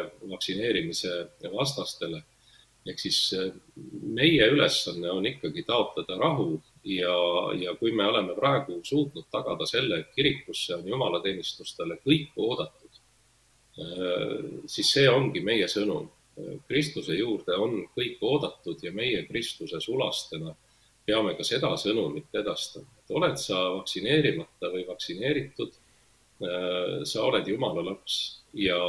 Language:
Estonian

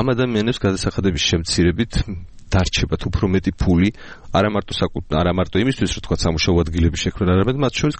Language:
Georgian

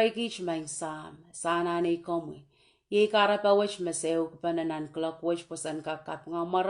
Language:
Pohnpeian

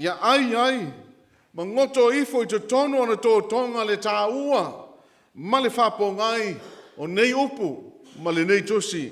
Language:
Samoan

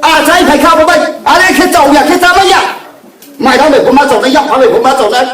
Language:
Riang (India)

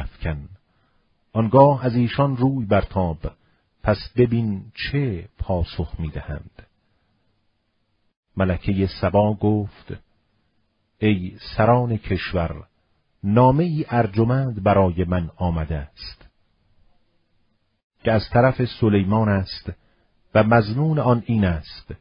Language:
Persian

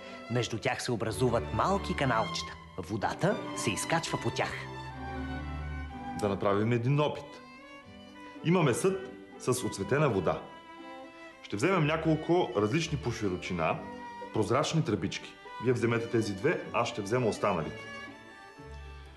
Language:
Bulgarian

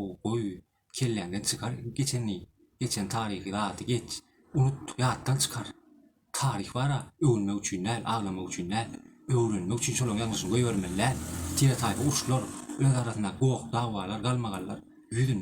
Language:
Turkmen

